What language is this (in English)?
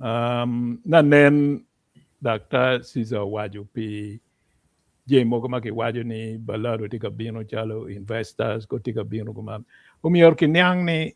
Acoli